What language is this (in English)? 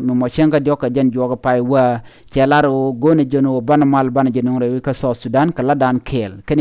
Nuer